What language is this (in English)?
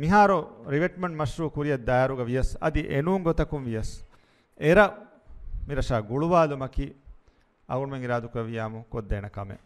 Divehi